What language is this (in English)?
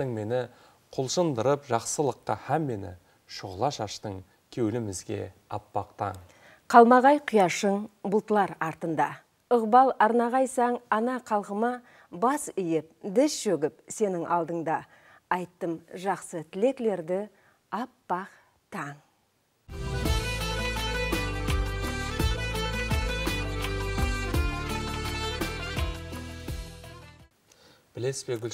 Kara-Kalpak